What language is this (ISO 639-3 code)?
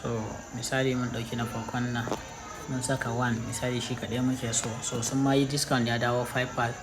hau